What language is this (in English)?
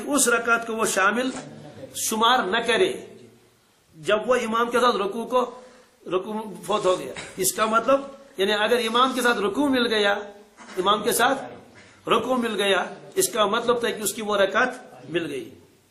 Urdu